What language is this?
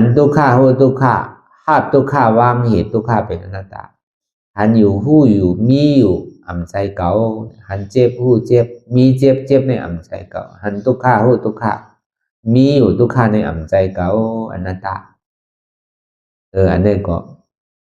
Shan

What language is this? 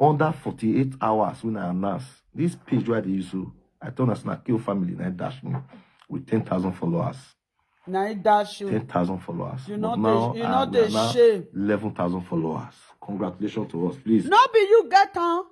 Nigerian Pidgin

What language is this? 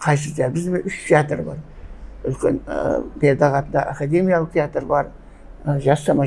Kara-Kalpak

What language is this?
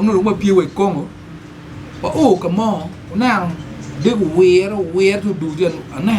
Acoli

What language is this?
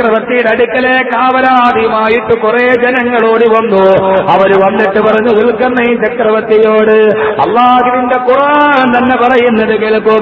Malayalam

